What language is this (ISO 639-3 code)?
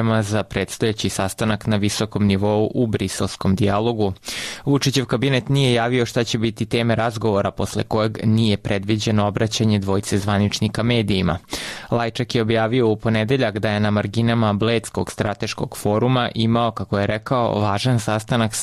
srp